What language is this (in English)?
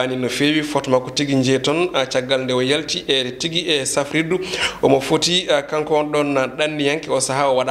Fula